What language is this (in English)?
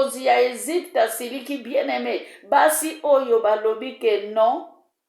Lingala